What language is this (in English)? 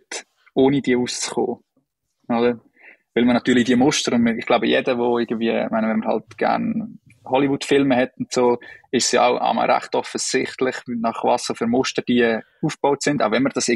Swiss German